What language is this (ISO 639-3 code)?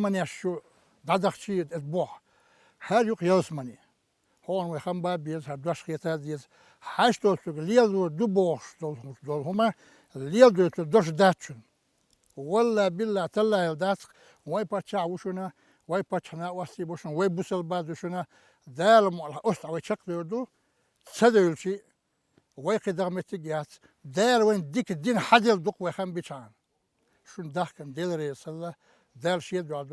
che